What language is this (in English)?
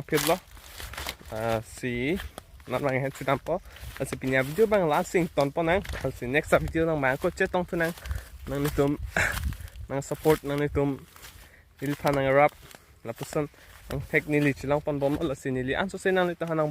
Karbi